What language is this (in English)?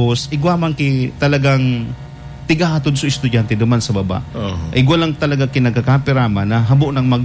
Bikol